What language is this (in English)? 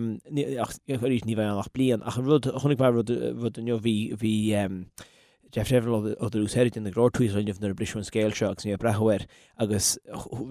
Irish